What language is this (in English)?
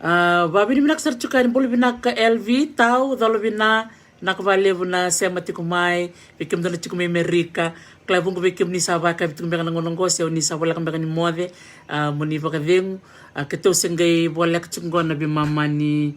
Fijian